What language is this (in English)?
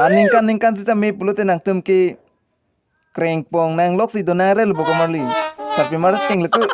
Karbi